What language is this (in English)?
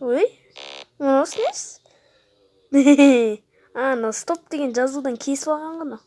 Kazakh